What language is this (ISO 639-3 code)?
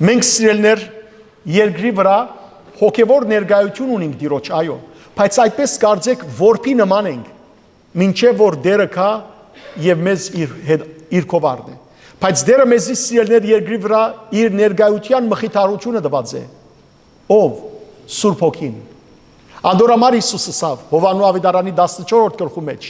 hyw